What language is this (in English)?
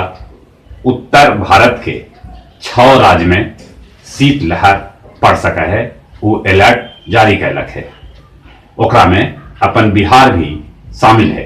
Magahi